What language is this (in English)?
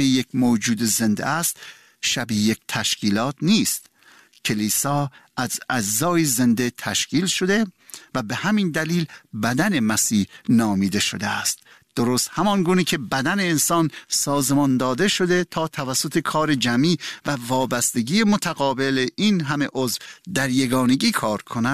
Persian